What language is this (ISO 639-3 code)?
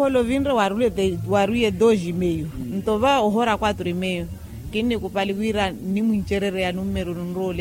vmw